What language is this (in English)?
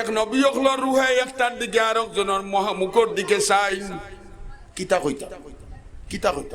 Sylheti